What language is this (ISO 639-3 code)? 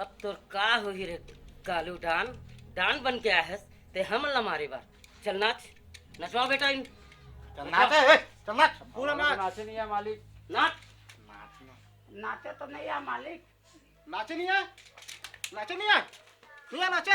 hne